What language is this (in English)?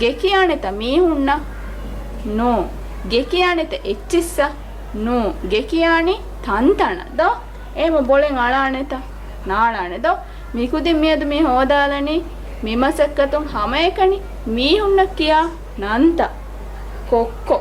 Divehi